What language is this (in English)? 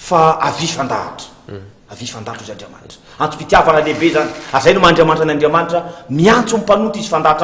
Malagasy